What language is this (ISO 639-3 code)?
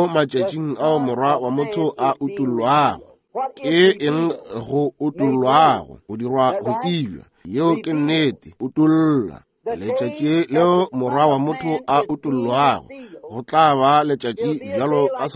nso